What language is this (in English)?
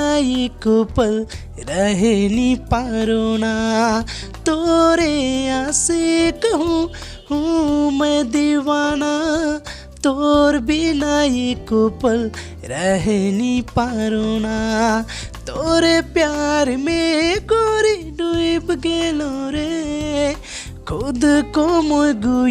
Sadri